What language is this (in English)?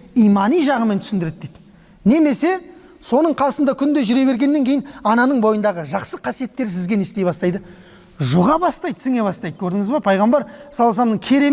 Kazakh